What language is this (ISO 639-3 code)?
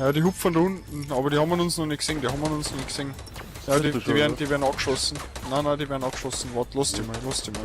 bar